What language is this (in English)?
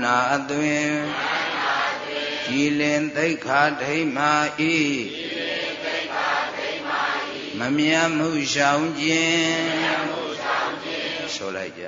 Burmese